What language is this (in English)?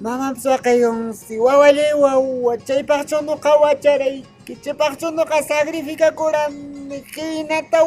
Quechua